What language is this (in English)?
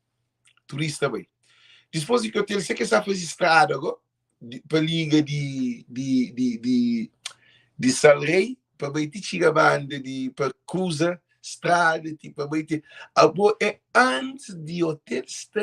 Kabuverdianu